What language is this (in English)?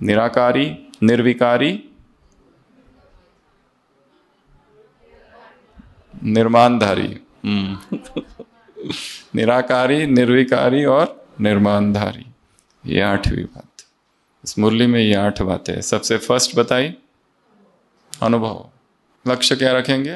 Hindi